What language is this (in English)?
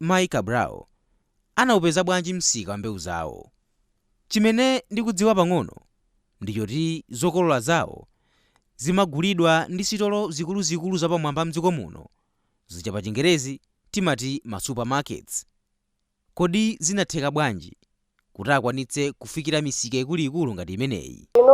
Nyanja